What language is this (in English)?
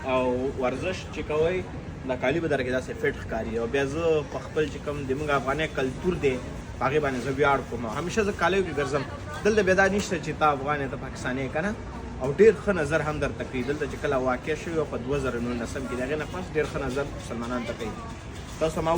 Pashto